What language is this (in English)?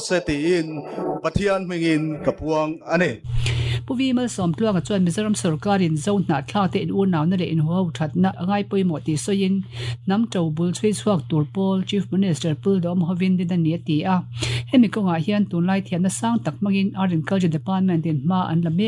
Mizo